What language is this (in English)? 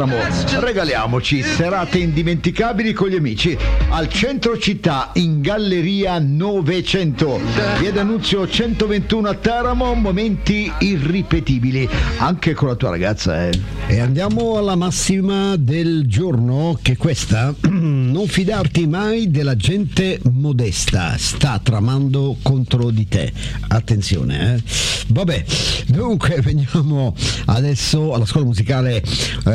Italian